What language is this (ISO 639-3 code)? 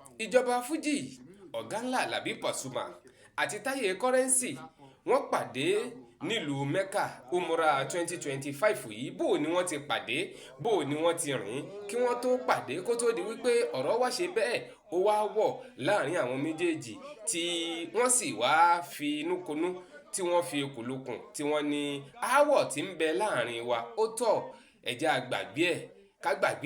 yor